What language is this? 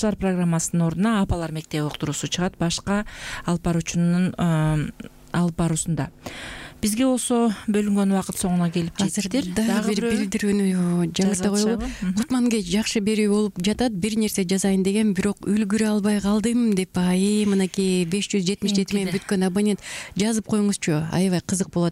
Kyrgyz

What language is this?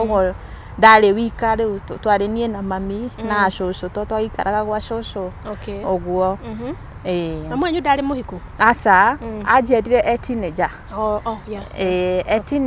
Kikuyu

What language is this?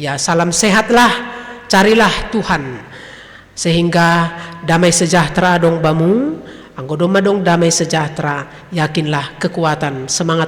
Batak Simalungun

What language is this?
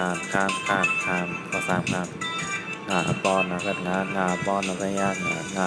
Shan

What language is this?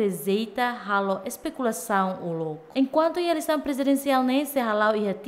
Tetum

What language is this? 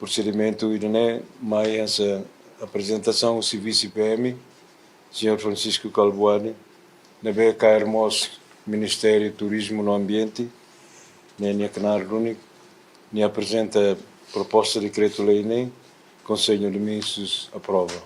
Tetum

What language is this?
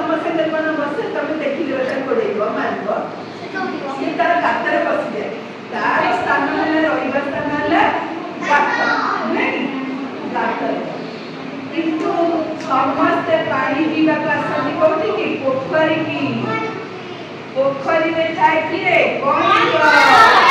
Odia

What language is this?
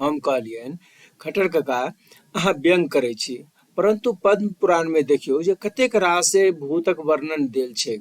Maithili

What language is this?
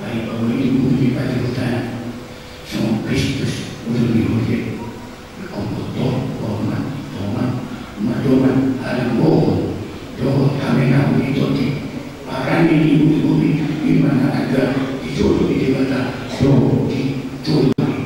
Batak Toba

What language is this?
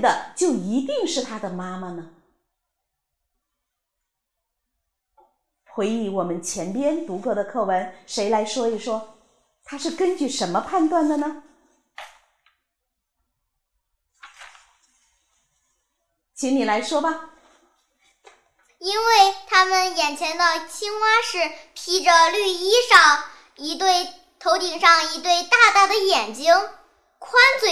Chinese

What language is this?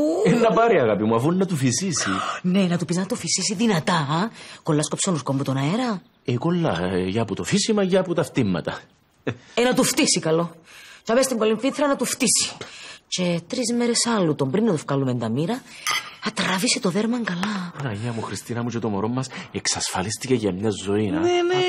Greek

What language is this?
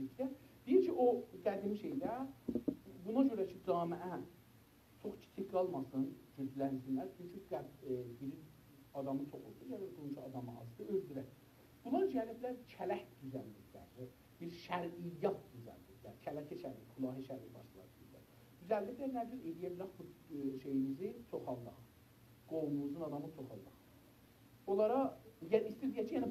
South Azerbaijani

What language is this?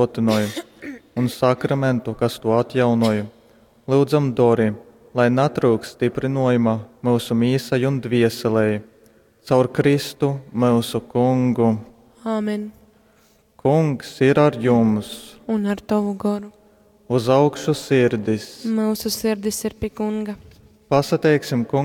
Latgalian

